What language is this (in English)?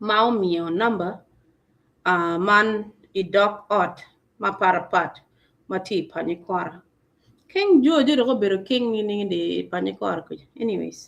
Acoli